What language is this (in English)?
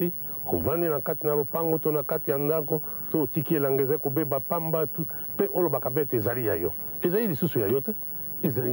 Lingala